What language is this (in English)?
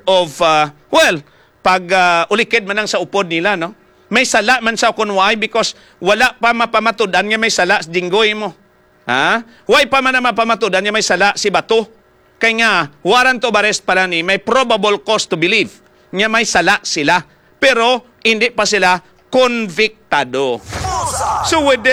Hiligaynon